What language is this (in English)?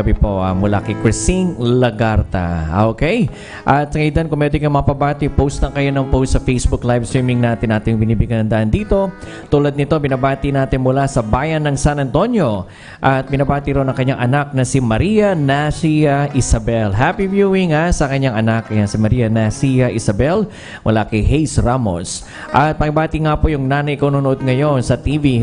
Filipino